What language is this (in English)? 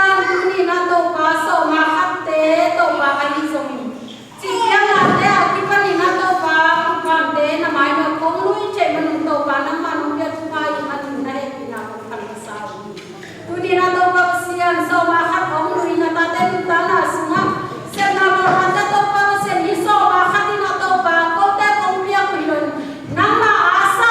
Tedim Chin